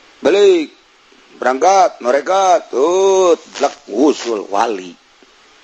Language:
Sundanese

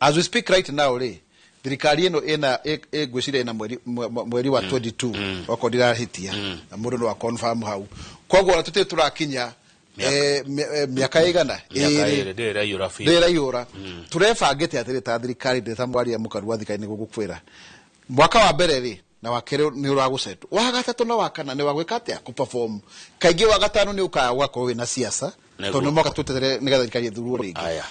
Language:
Kikuyu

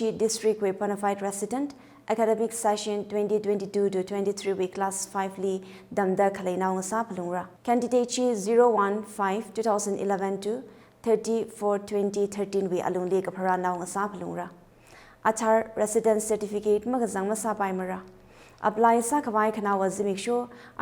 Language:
Tangkhul Naga (India)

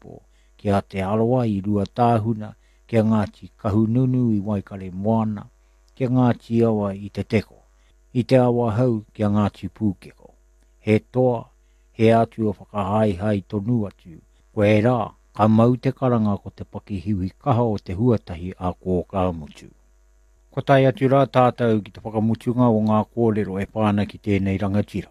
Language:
Māori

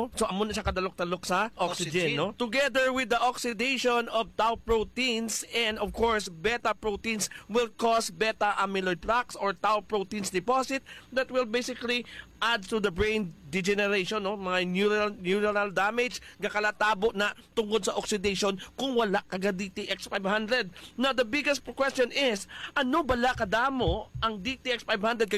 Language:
Hiligaynon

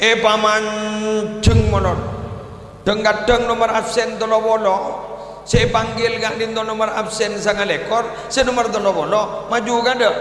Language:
Madurese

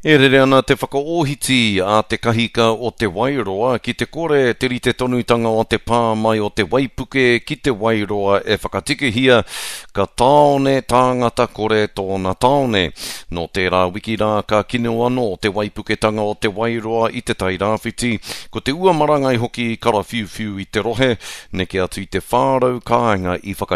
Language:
Māori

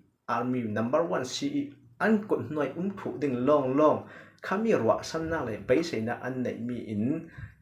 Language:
Falam Chin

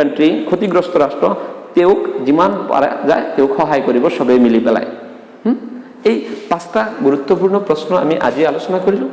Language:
Assamese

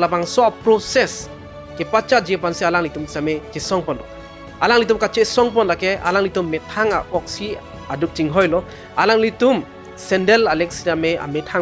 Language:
Karbi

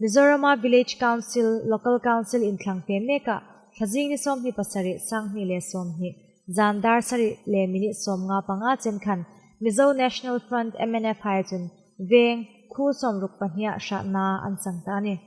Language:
Hmar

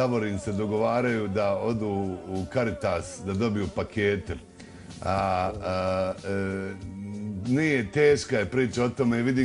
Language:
Bosnian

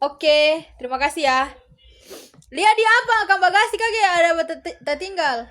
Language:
Manado Malay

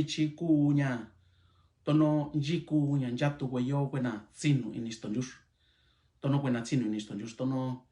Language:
Mixtepec Mixtec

